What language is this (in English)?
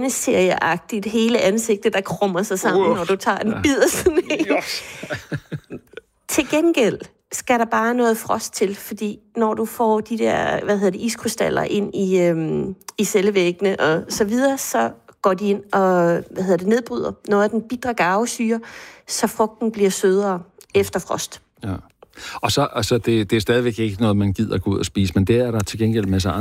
Danish